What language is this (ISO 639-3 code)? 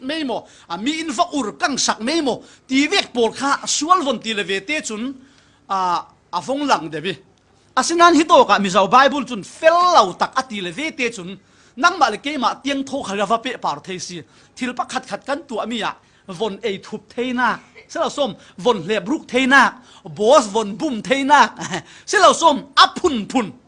cfm